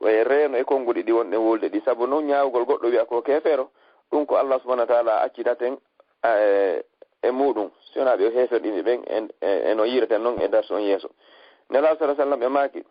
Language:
Fula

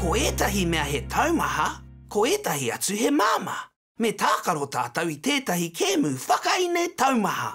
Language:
Māori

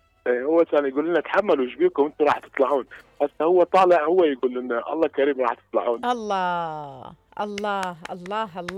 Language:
Mesopotamian Arabic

